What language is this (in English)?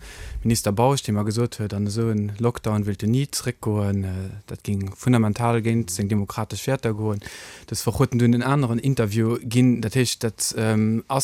Luxembourgish